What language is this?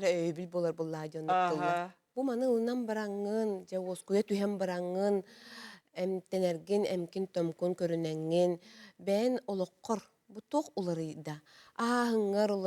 Yakut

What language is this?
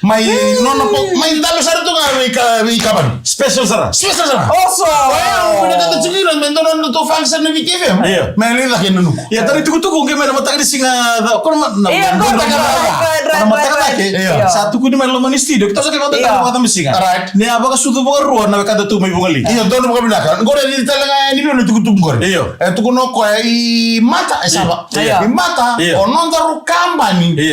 Fijian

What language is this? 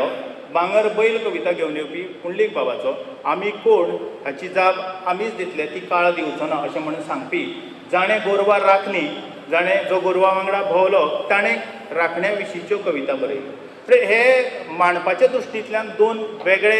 Konkani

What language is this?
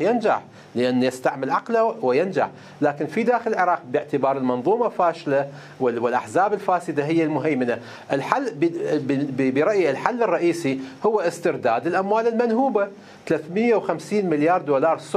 Mesopotamian Arabic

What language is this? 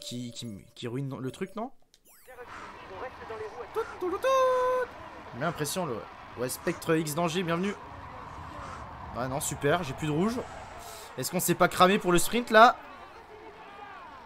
French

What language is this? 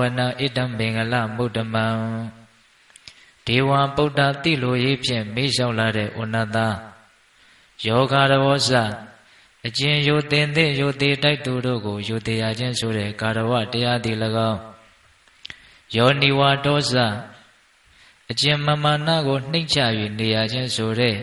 Burmese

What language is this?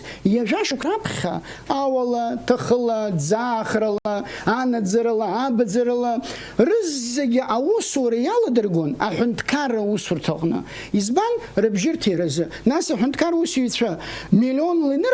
Abkhazian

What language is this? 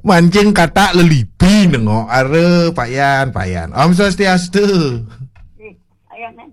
Balinese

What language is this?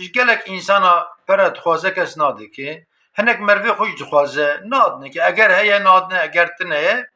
Kurdish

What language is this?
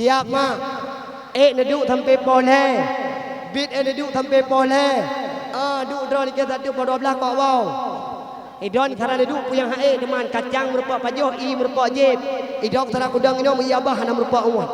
Achinese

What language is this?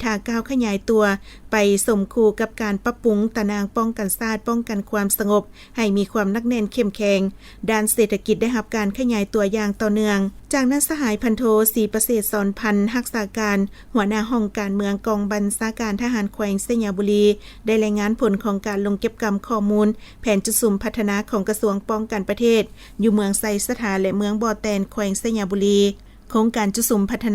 Lao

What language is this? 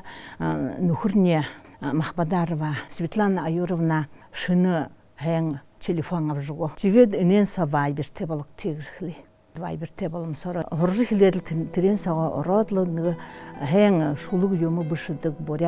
Buriat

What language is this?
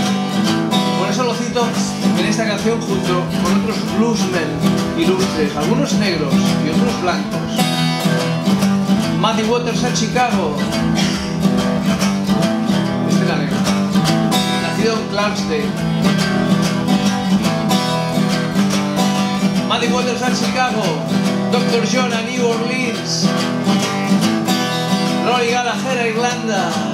Spanish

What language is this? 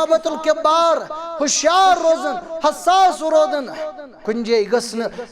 Kashmiri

